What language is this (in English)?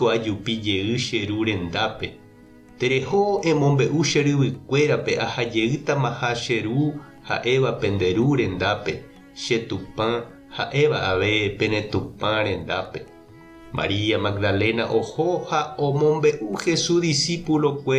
Guarani